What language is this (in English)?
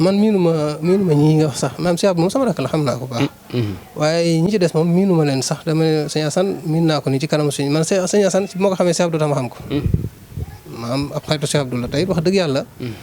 Wolof